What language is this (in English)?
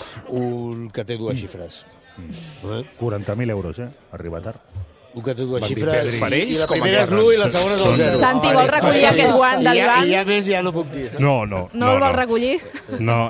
Catalan